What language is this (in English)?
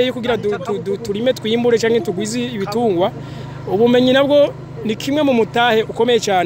Rundi